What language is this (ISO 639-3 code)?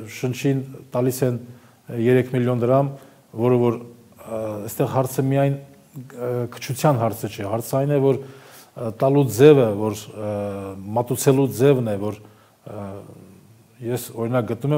hye